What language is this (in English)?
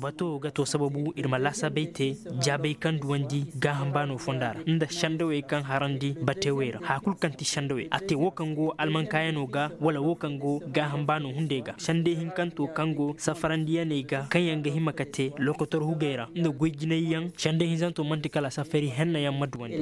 Koyraboro Senni